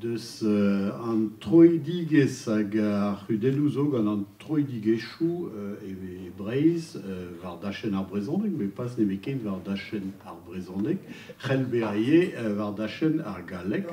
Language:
Breton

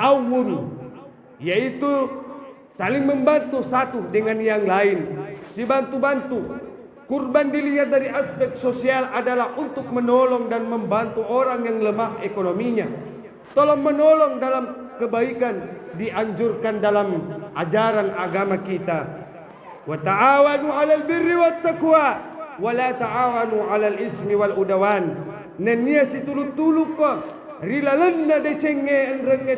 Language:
Buginese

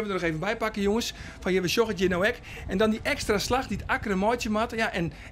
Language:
Western Frisian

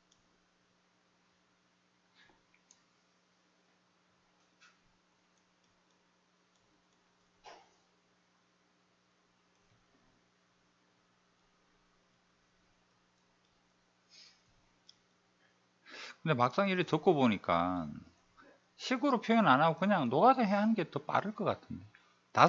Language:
Korean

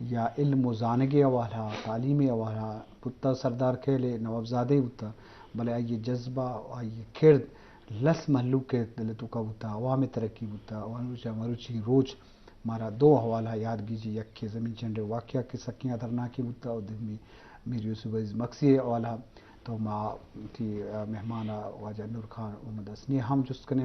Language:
Eastern Balochi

